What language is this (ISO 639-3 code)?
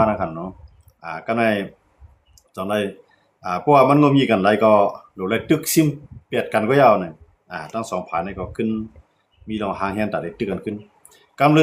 shn